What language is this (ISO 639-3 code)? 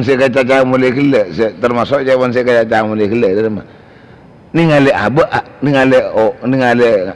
mad